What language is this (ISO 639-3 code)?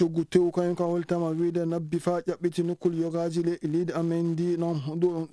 ful